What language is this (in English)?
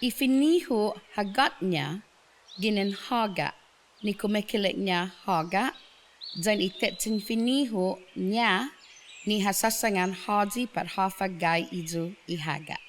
Chamorro